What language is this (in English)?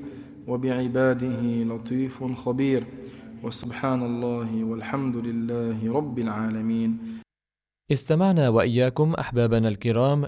Arabic